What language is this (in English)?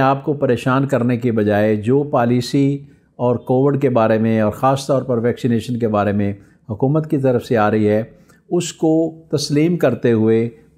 Urdu